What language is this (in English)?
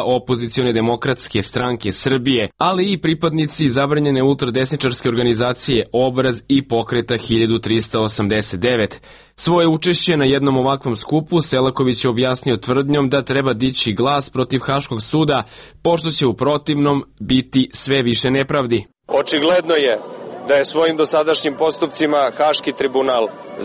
Serbian